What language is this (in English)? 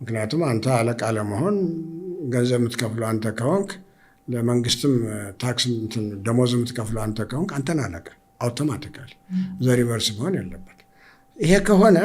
Amharic